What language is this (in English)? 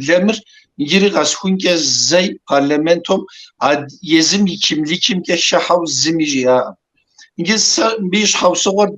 Kabardian